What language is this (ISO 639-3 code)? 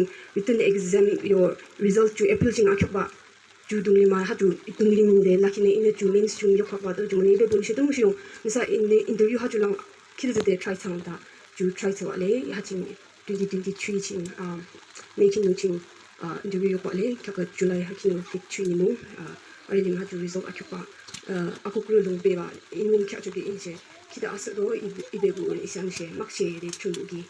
yim